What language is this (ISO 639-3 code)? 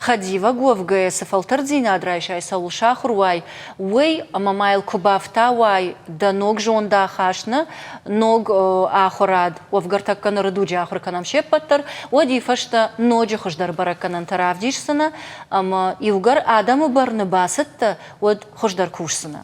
oss